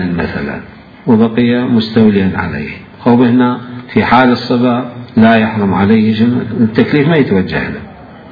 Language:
Mesopotamian Arabic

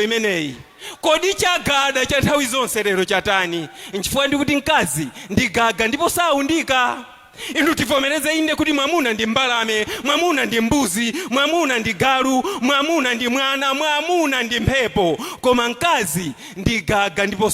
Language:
Nyanja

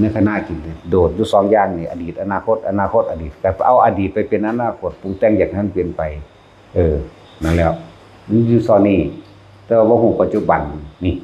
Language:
Lao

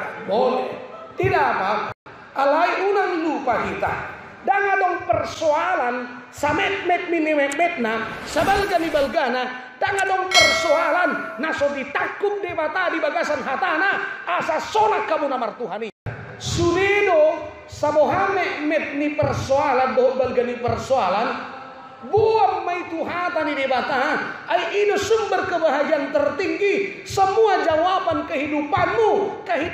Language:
Batak Toba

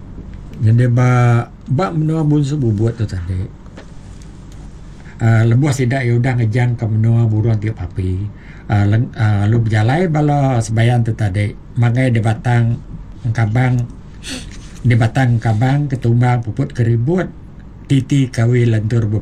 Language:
Iban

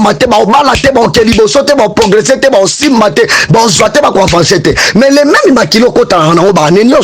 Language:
Lingala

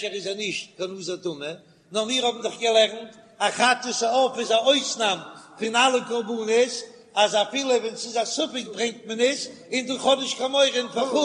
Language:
Yiddish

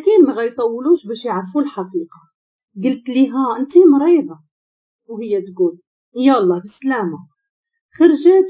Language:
Moroccan Arabic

